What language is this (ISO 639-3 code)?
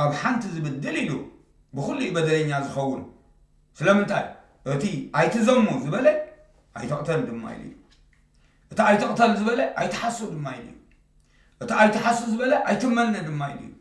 tir